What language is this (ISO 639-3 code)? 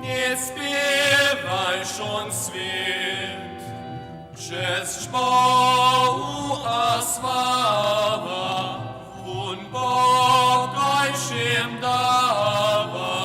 hsb